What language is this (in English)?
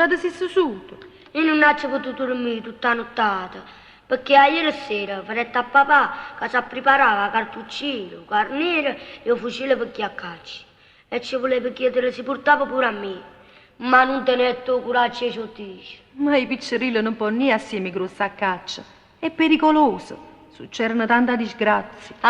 Neapolitan